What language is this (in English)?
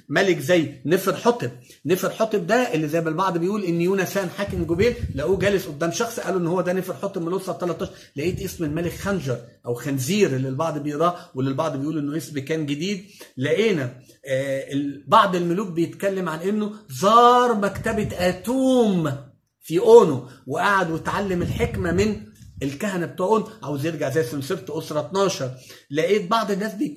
Egyptian Arabic